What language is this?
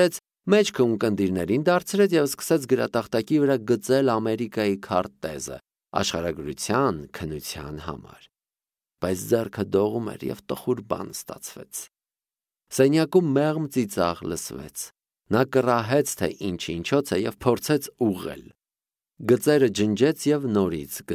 Armenian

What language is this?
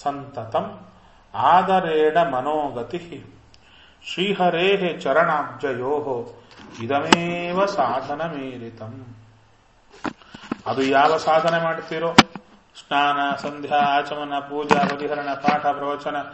Kannada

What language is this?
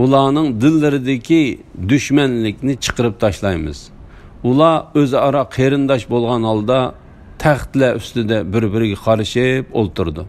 Uyghur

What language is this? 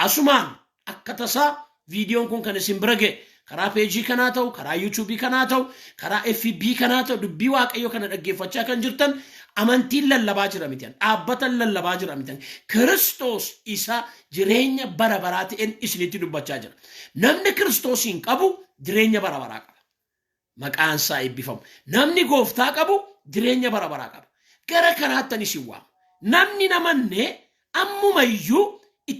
Oromo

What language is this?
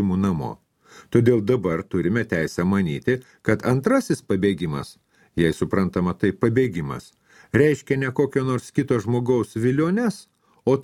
Lithuanian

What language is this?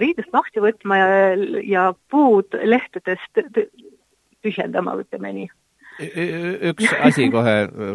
Estonian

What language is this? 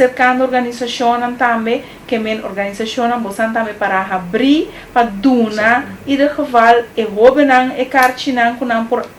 Papiamento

